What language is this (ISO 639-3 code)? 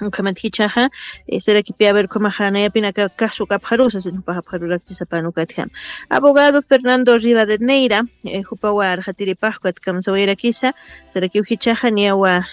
aym